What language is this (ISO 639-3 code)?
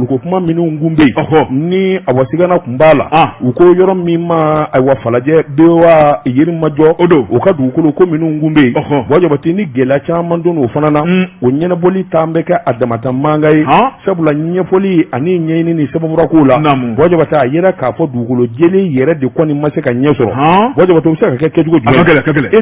bam